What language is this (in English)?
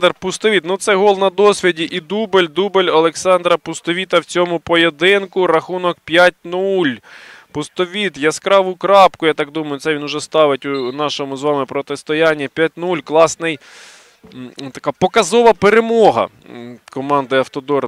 Ukrainian